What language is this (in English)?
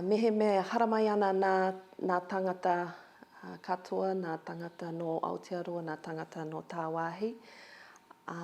Māori